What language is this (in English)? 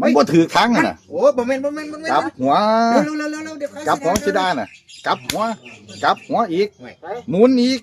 Lao